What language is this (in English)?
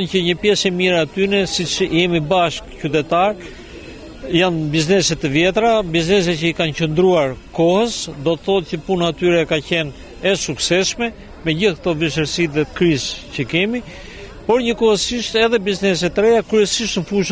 Albanian